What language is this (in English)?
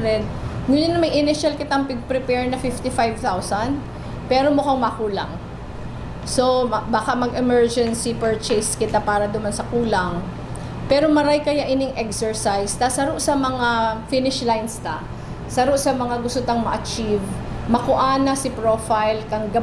Bikol